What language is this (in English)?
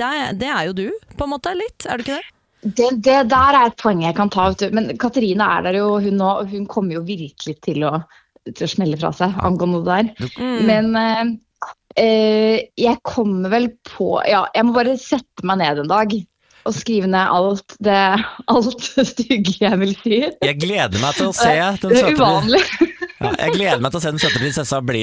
Norwegian